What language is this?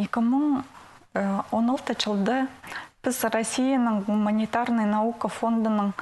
Khakas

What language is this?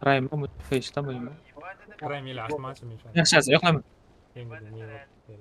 Kara-Kalpak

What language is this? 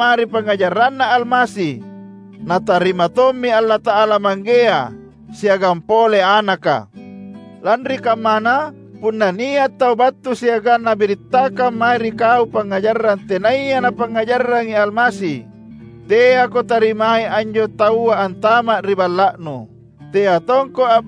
Makasar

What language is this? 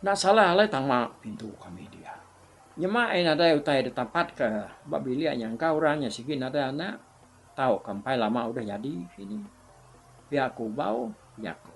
Iban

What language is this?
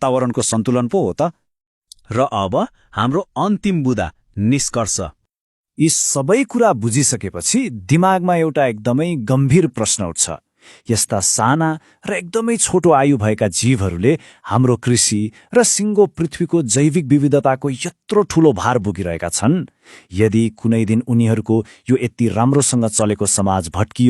Nepali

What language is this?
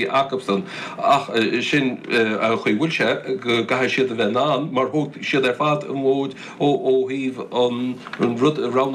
Irish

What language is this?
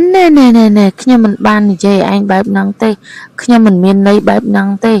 Khmer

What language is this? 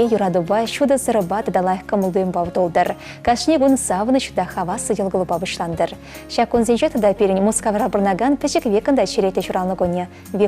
Chuvash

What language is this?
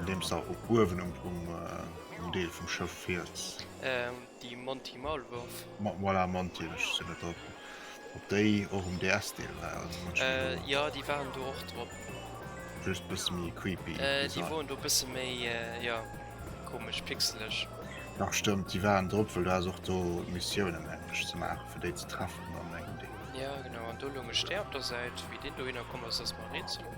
Luxembourgish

